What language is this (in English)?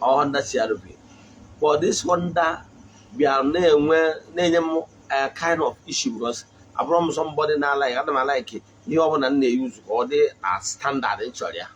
Igbo